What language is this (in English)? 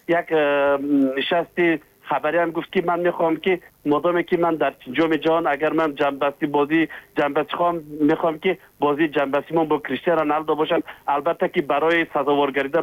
Tajik